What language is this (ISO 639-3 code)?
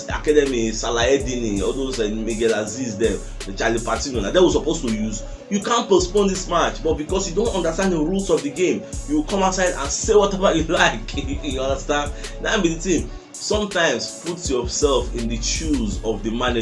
pcm